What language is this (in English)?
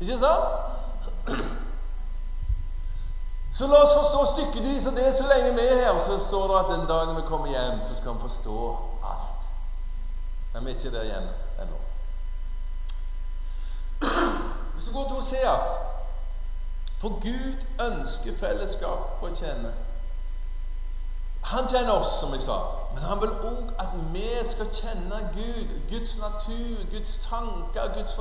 Norwegian